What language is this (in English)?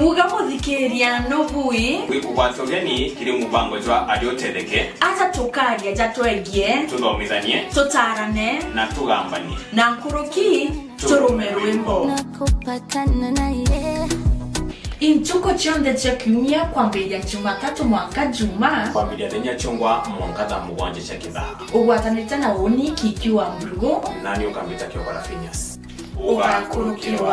Meru